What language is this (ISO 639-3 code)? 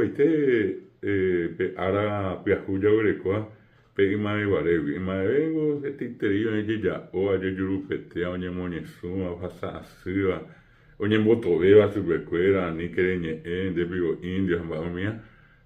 grn